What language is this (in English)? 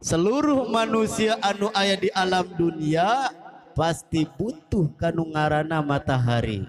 Sundanese